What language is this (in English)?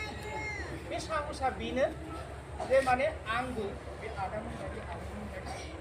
Bodo